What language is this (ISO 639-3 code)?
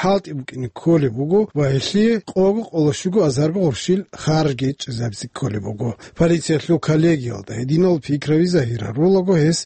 ava